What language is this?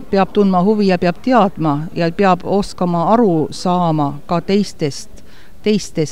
Estonian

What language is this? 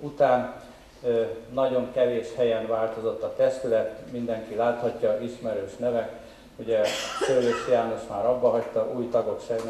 Hungarian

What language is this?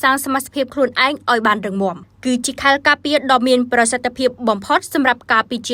Khmer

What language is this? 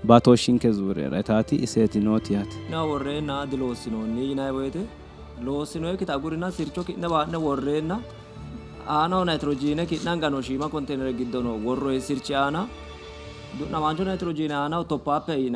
Sidamo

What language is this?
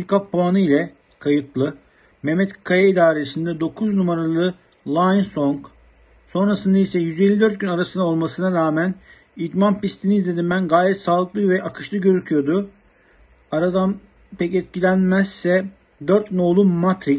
Turkish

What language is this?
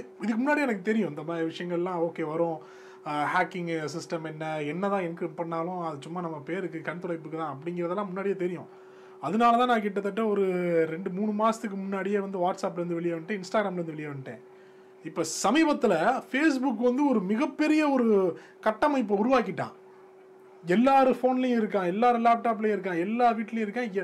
Tamil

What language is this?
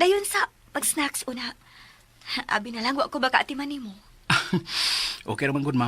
Cebuano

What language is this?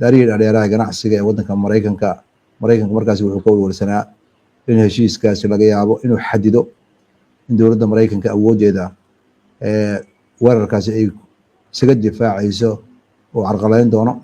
Somali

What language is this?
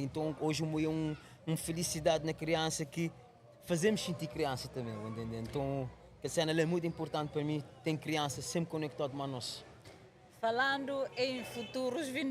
Kabuverdianu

